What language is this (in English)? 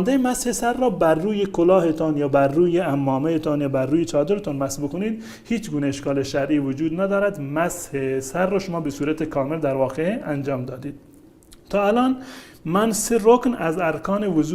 Persian